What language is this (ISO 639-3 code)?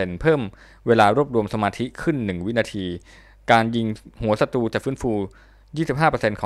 tha